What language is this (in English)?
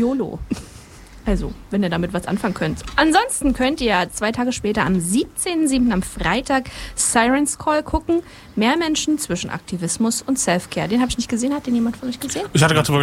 German